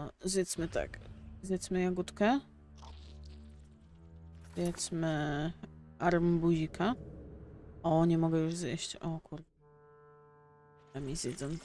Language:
Polish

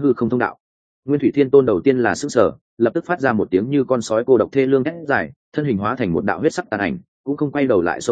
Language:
Vietnamese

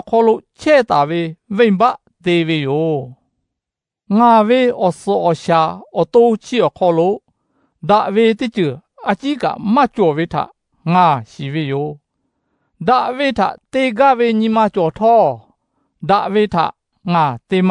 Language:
Lahu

